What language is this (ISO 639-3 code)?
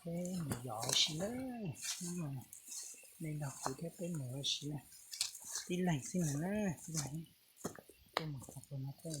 hmn